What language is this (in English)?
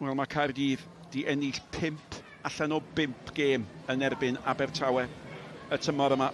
Welsh